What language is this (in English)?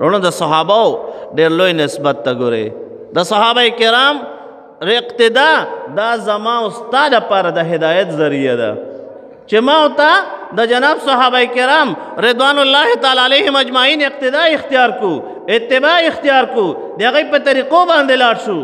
Pashto